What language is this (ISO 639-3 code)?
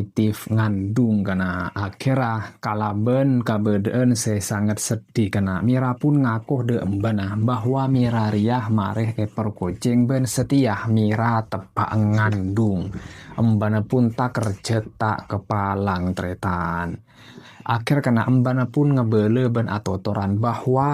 mad